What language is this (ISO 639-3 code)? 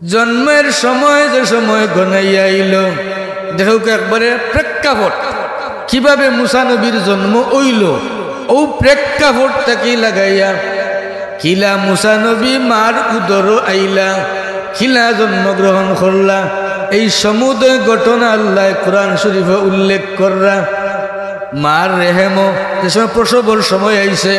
syl